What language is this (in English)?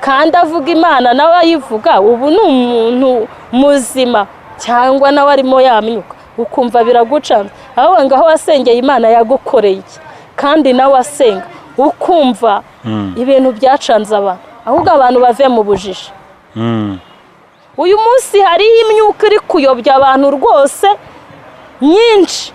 Kinyarwanda